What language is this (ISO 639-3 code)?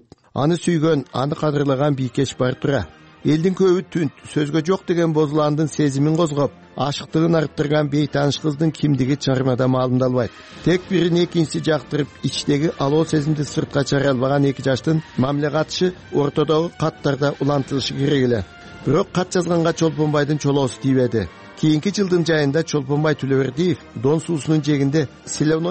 kir